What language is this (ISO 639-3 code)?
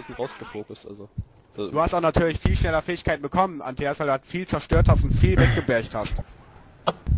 deu